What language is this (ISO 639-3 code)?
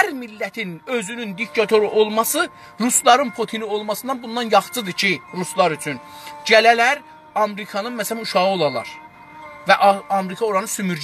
azb